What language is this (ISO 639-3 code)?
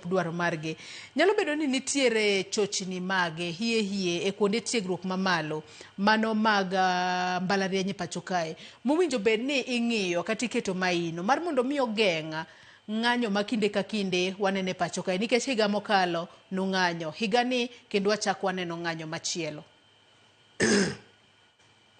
luo